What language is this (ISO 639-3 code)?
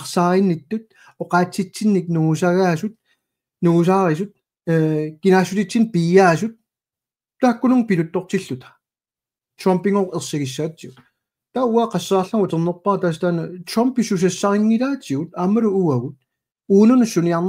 kal